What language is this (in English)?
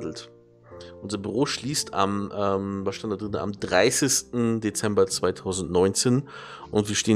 German